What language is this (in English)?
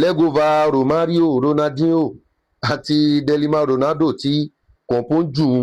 Yoruba